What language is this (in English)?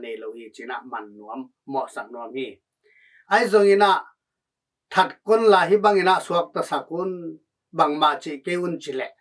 Tedim Chin